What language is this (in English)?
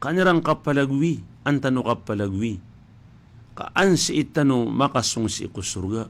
Maranao